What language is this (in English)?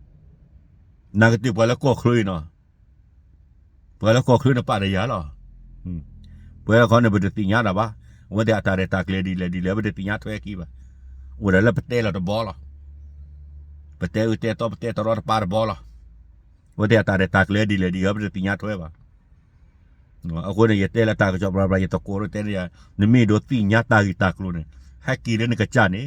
S'gaw Karen